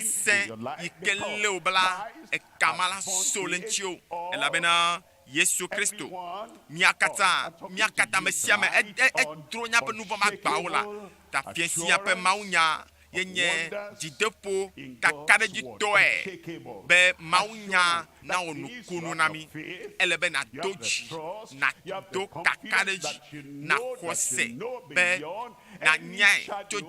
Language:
Ewe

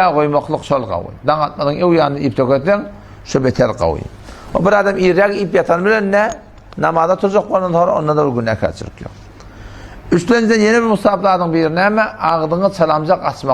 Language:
Turkmen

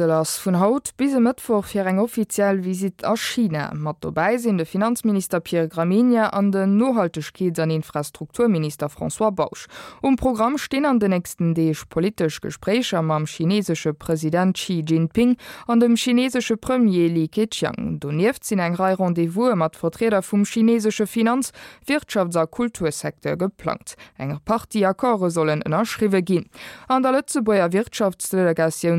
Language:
Luxembourgish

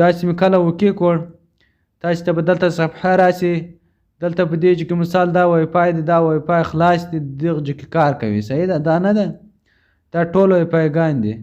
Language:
Pashto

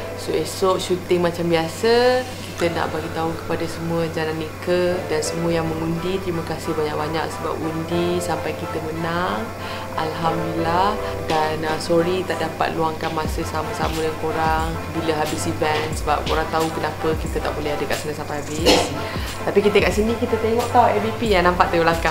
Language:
Malay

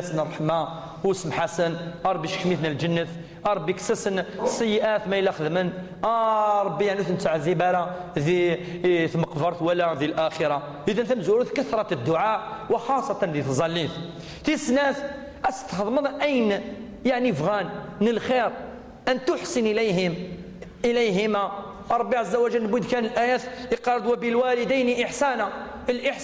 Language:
Kabyle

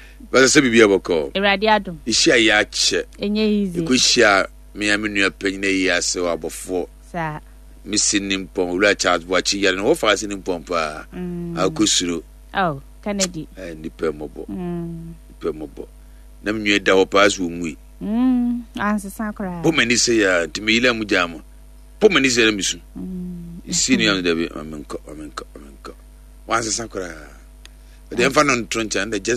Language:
Akan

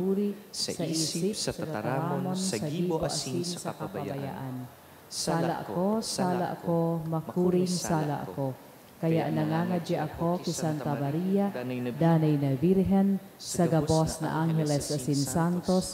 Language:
Bikol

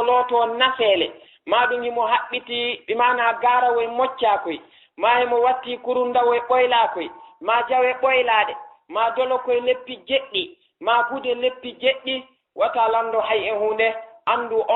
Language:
Fula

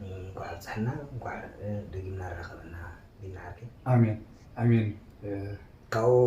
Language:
Tigrinya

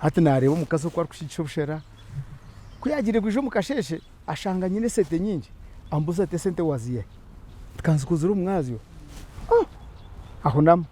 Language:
Nyankole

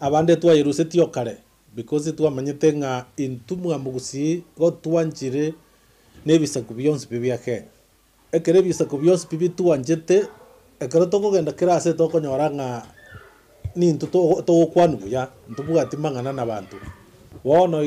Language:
Gusii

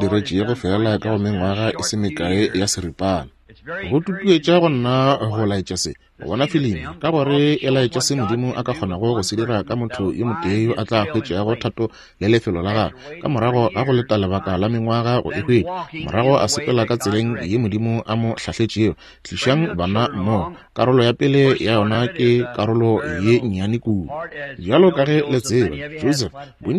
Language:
Northern Sotho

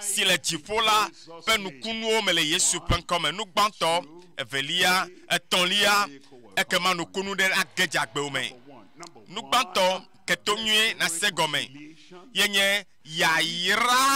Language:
Ewe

